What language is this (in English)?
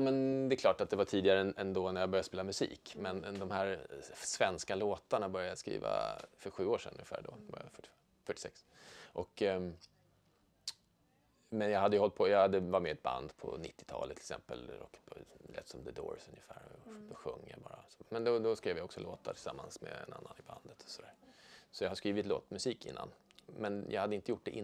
Swedish